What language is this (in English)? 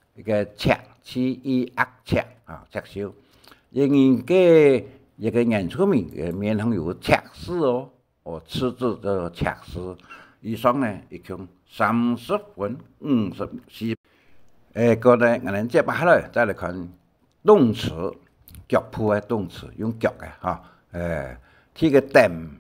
Hakka Chinese